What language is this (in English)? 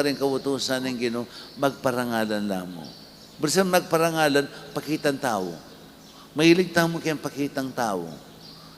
Pampanga